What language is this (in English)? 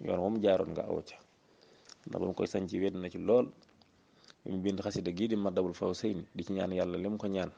Wolof